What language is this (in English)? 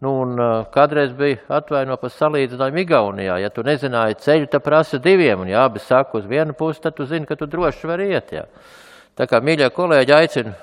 Latvian